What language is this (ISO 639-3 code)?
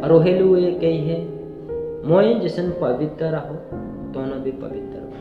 sck